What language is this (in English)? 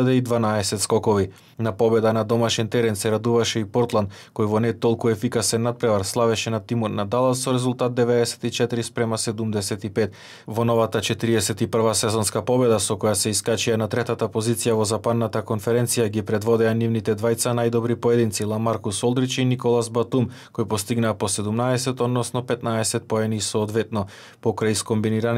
Macedonian